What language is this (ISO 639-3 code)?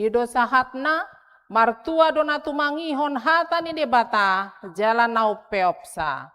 bbc